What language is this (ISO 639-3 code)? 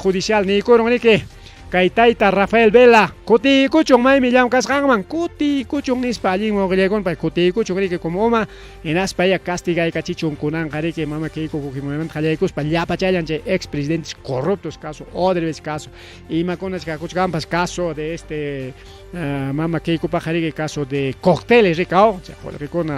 quy